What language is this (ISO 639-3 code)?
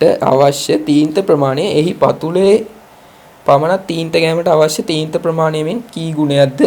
sin